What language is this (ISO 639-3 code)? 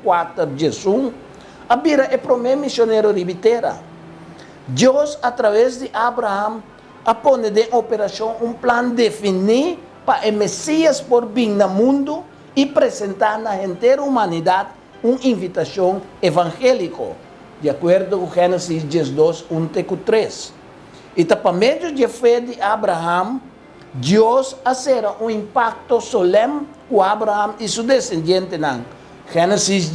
pap